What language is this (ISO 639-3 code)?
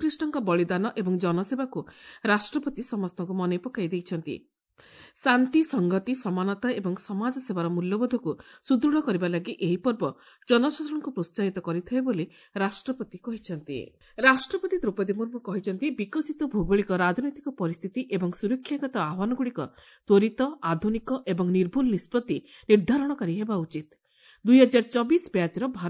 ori